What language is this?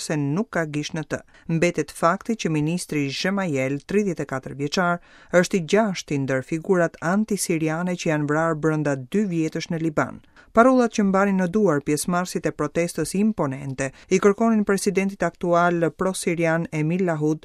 Albanian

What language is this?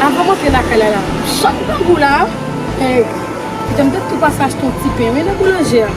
Haitian Creole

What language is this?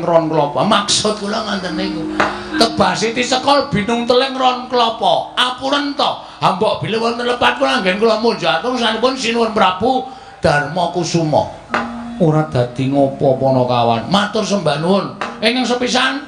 Javanese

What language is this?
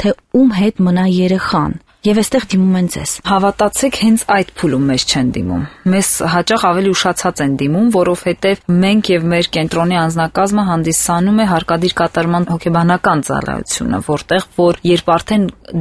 Armenian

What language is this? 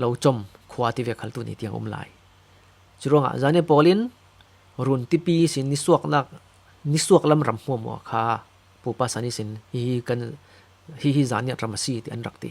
Falam Chin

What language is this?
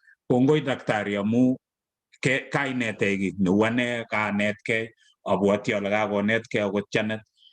Kalenjin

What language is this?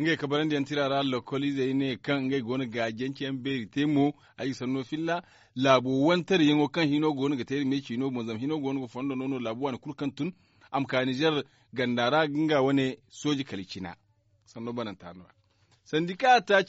Zarma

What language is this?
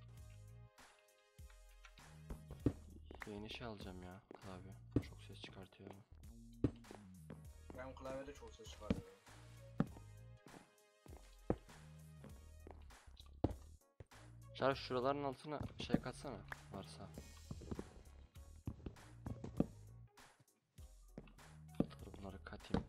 Turkish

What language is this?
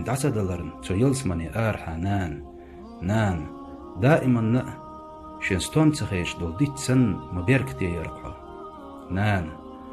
Chechen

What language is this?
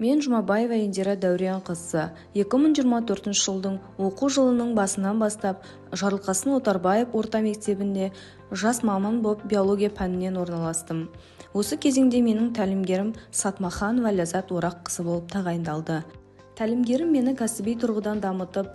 Kazakh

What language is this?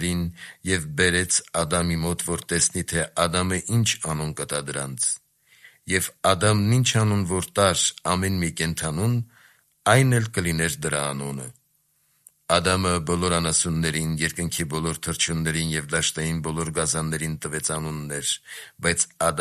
Armenian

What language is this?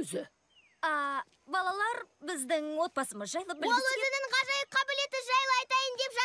Kazakh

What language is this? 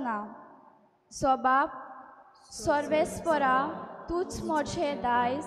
Konkani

